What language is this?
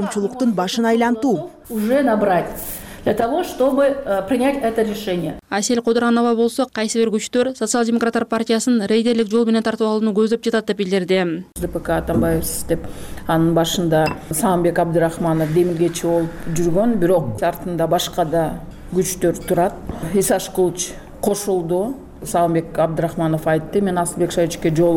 Kyrgyz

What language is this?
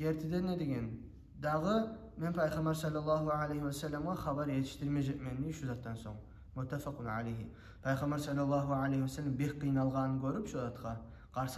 Kumyk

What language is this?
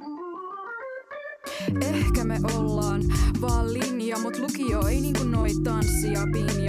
Finnish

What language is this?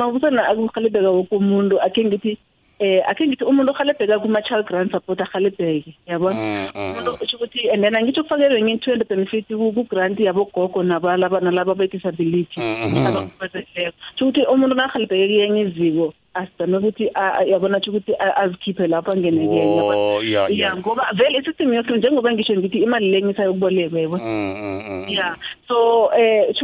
South Ndebele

